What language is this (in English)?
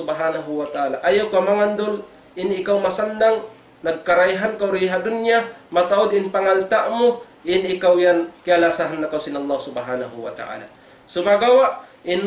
Tausug